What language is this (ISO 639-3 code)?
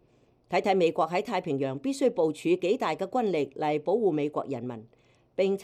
yue